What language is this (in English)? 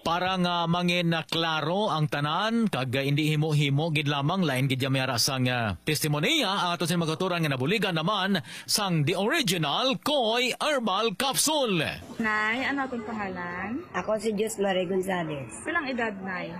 Hiligaynon